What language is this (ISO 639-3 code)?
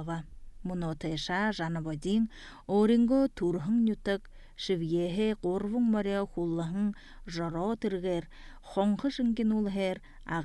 kaz